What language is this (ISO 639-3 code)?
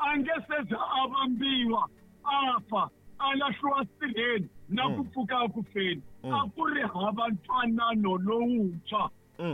tso